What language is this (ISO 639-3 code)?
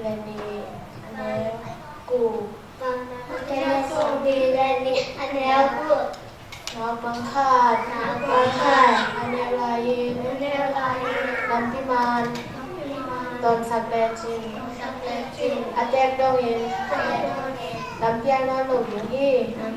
ctd